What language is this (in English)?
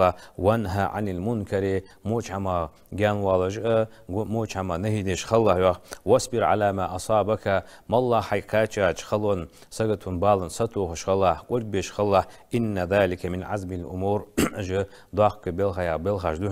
Ingush